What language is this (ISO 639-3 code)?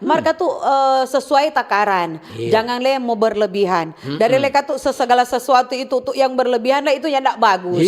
xmm